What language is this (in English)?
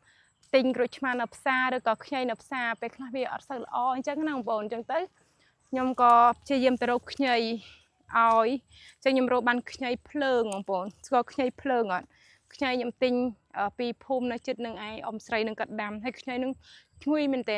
Khmer